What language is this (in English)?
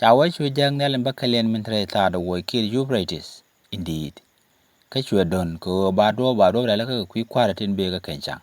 Nuer